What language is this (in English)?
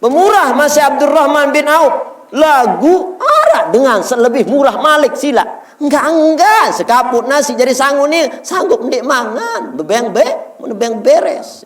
Sasak